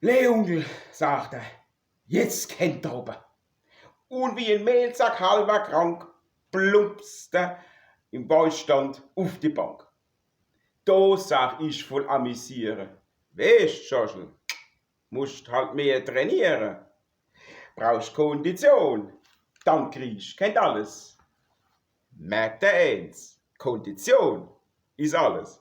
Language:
Palatine German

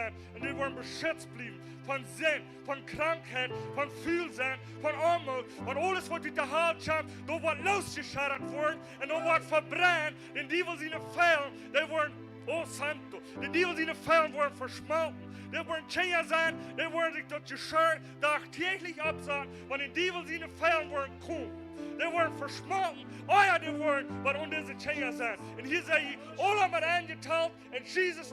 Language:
Plautdietsch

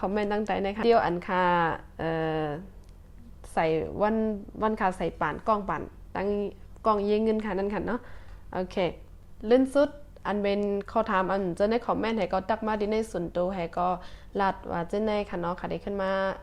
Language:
Shan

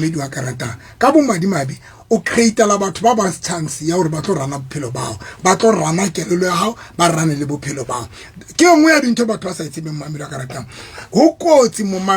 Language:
Southern Sotho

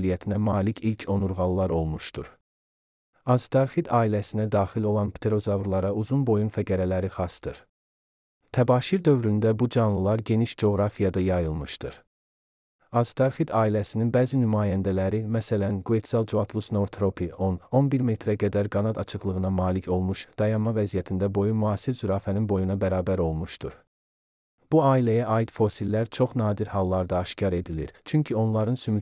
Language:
Azerbaijani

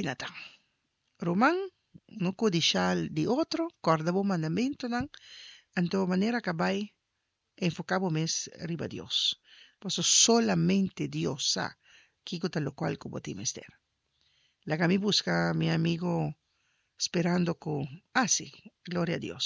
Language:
Papiamento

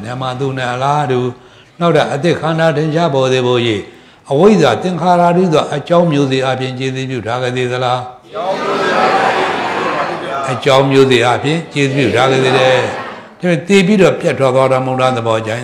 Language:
Burmese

